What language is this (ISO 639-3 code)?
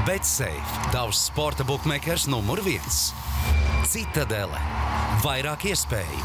lav